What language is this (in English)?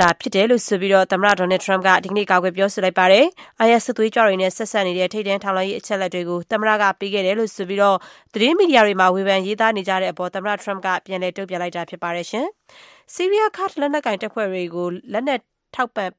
Burmese